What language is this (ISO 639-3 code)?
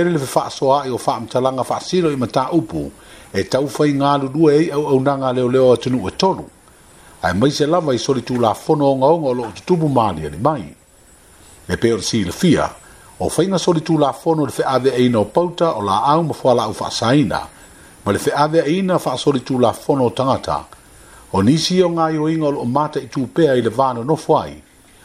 smo